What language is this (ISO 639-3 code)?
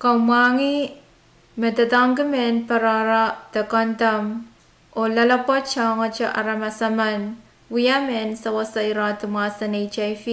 pon